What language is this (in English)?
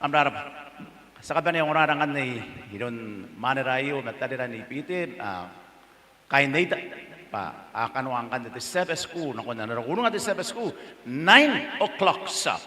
Gilbertese